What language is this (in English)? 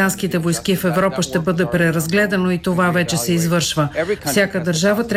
Bulgarian